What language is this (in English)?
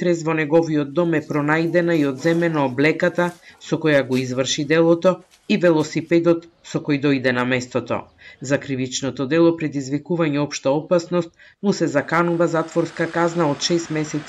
Macedonian